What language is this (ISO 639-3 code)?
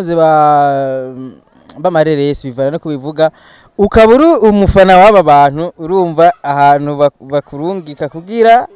run